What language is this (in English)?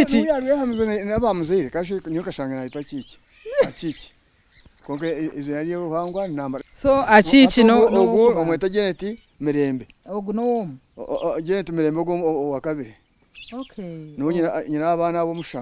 Nyankole